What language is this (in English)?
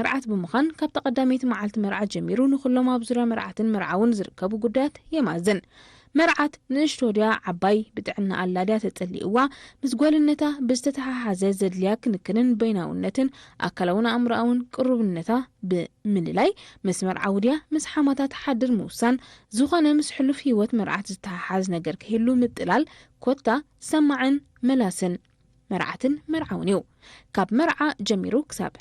Tigrinya